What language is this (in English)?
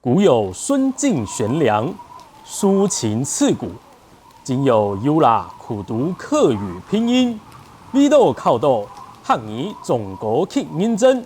Hakka Chinese